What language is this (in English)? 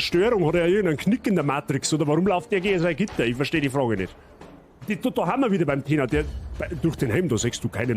Bavarian